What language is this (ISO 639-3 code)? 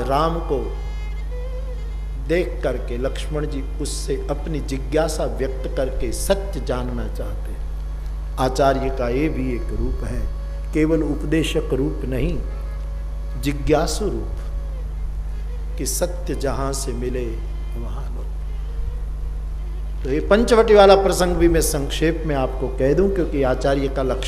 hin